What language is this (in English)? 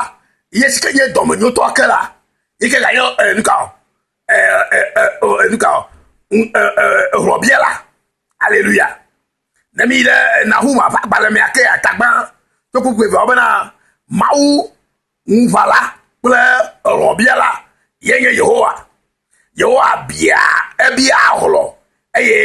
Ewe